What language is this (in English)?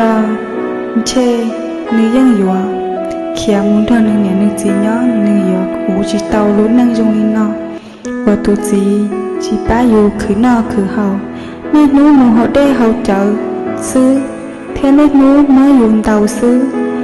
Hmong